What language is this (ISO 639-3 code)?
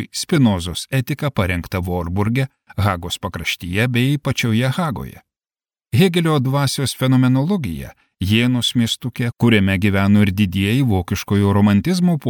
lit